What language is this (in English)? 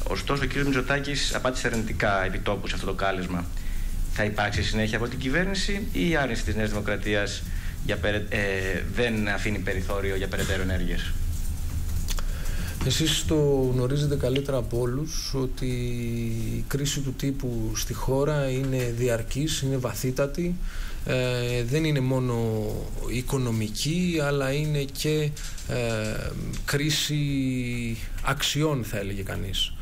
Greek